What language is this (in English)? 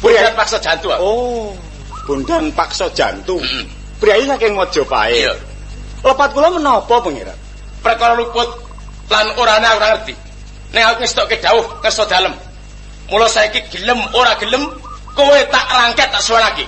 Javanese